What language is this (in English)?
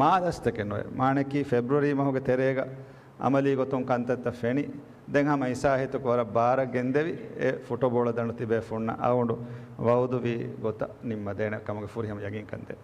Divehi